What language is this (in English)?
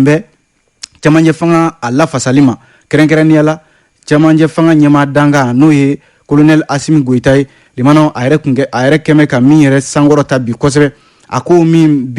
Bambara